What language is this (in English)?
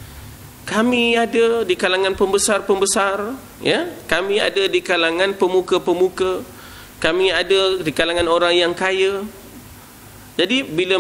Malay